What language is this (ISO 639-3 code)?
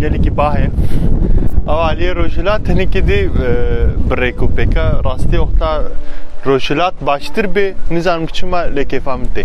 kur